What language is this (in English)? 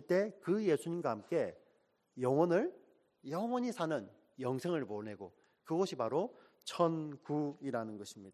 Korean